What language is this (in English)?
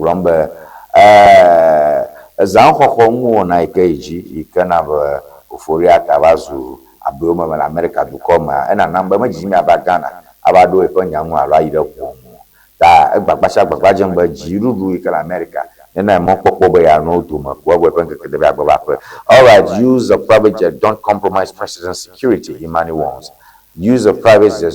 Ewe